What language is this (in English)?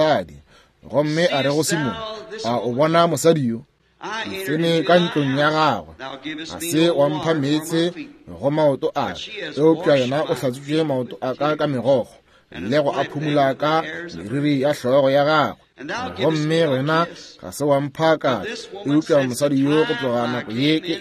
Northern Sotho